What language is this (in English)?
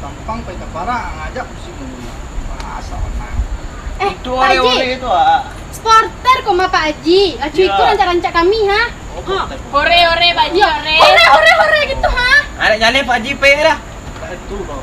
Minangkabau